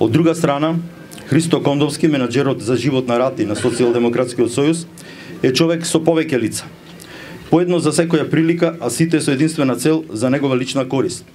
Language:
Macedonian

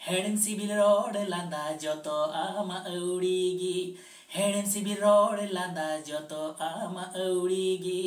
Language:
Santali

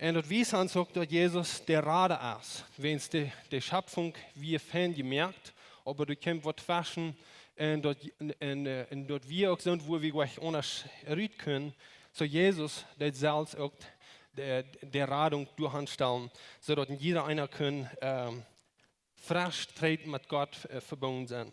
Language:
Plautdietsch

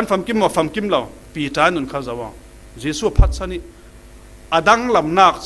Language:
Falam Chin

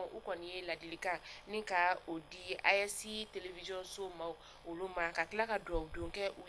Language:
Bambara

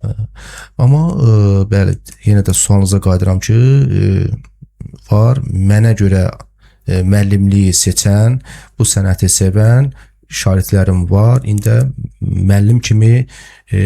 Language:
Azerbaijani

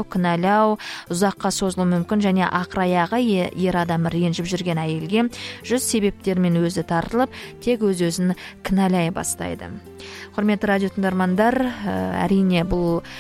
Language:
Kazakh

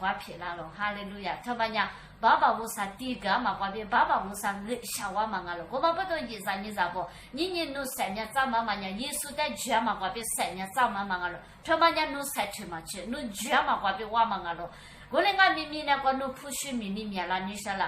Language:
Lisu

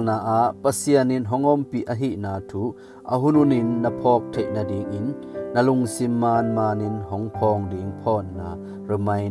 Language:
Tedim Chin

